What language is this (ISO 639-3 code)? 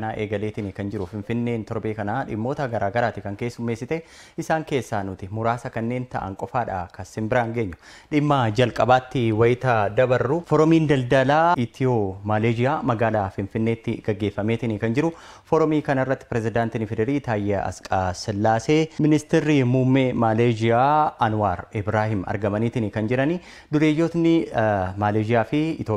orm